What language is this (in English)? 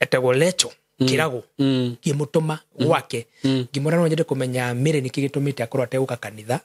Kikuyu